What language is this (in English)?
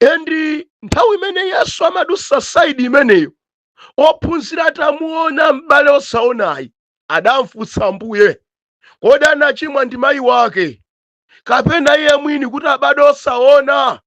Nyanja